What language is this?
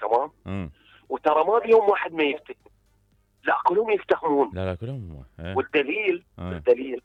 Mesopotamian Arabic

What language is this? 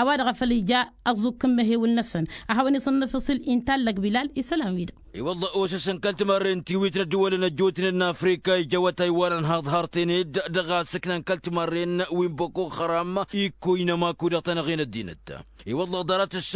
Tamasheq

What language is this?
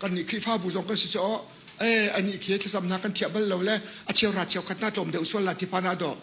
Hakha Chin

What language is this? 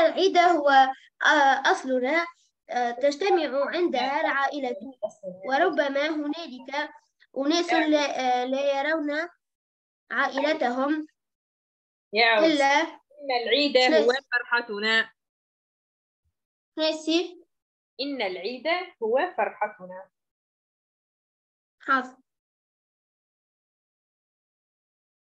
Arabic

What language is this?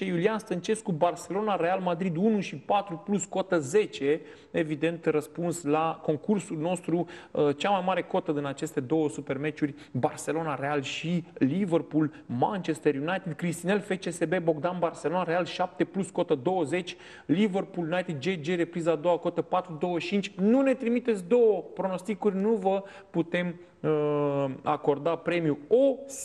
Romanian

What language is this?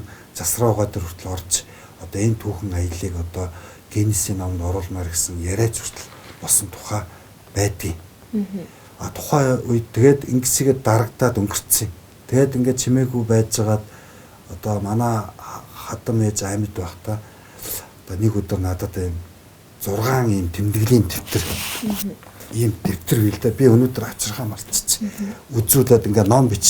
Mongolian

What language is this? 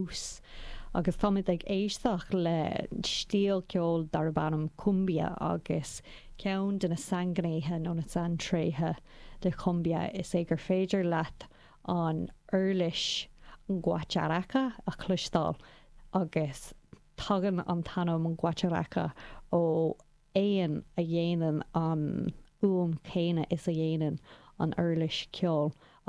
Irish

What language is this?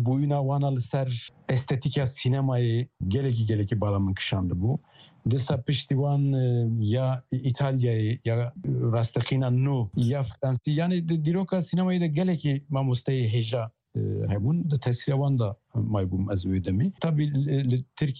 Kurdish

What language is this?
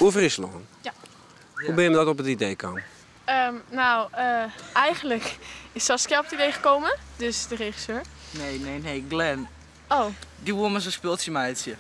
Western Frisian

